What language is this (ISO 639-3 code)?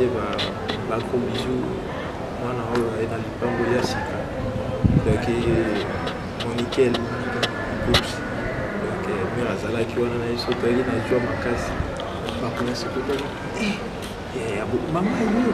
lin